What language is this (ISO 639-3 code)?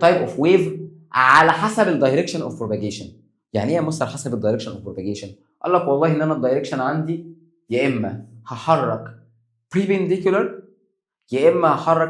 arz